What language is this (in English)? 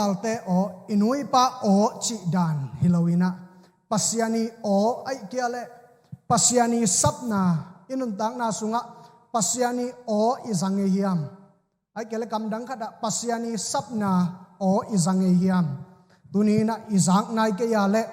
Tedim Chin